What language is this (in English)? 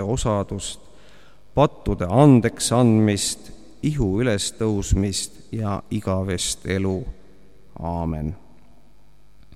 Estonian